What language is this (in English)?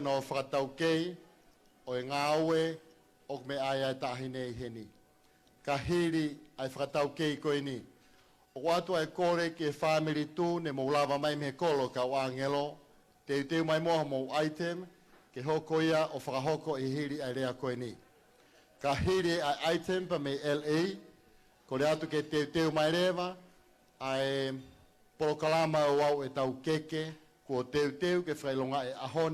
Tongan